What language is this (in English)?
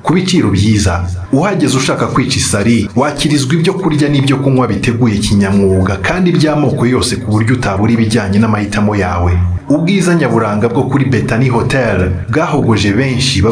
Kinyarwanda